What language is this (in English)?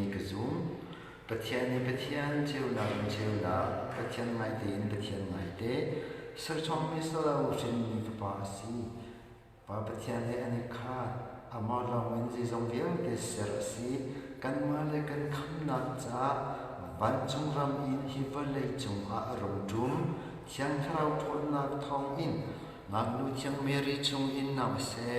Hakha Chin